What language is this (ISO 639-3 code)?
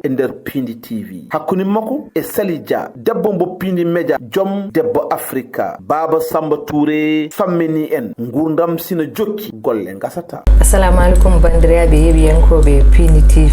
ful